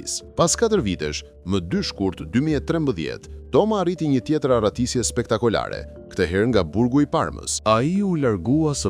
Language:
Albanian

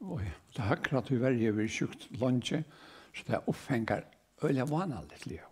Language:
Faroese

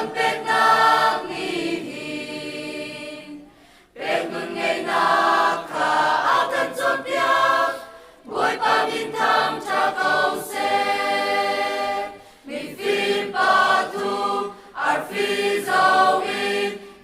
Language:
Hakha Chin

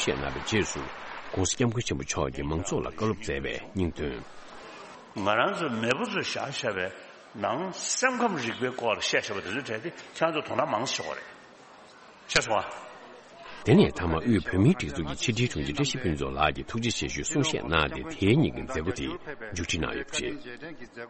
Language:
Tibetan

